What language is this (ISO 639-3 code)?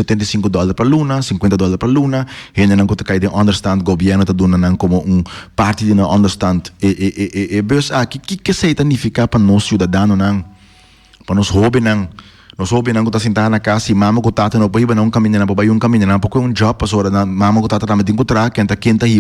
pap